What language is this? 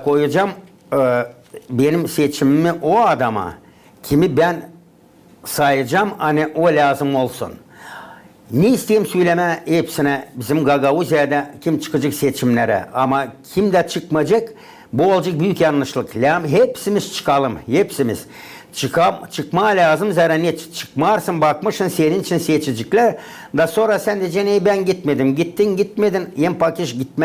Gagauz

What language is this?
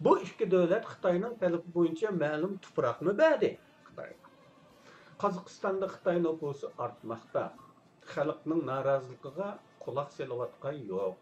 Uyghur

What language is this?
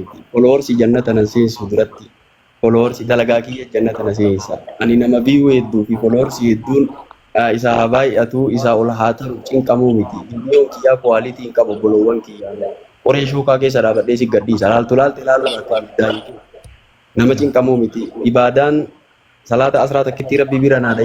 Oromo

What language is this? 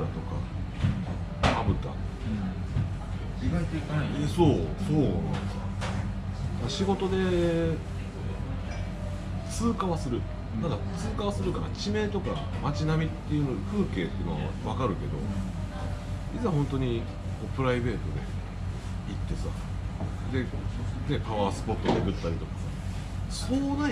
Japanese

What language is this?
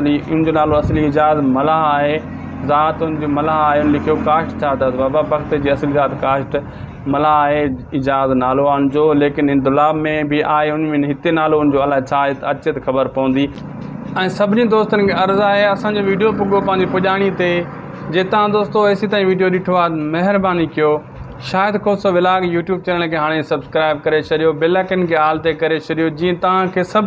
Sindhi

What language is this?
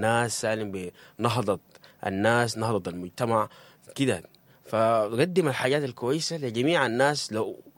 Sudanese Arabic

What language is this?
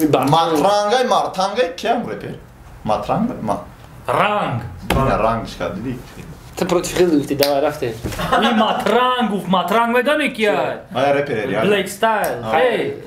Tajik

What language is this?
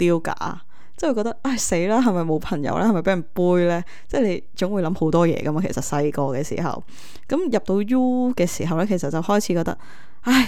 Cantonese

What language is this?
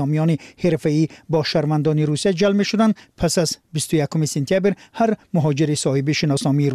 Tajik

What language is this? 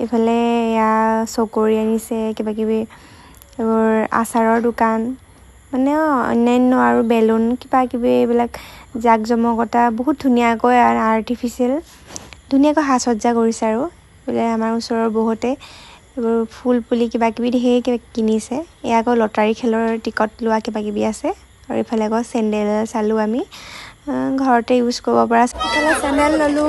Assamese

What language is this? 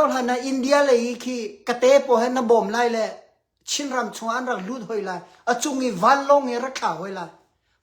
Hakha Chin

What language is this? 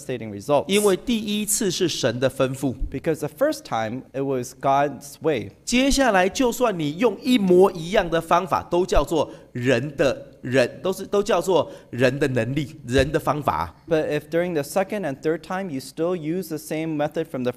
Chinese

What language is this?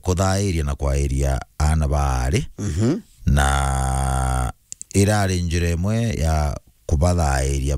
Meru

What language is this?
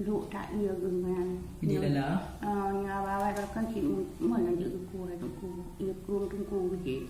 Achinese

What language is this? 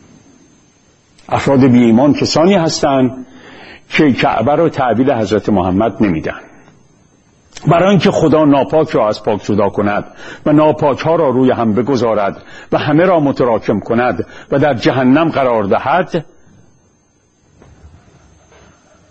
Persian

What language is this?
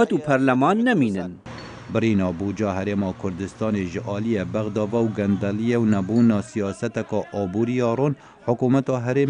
Kurdish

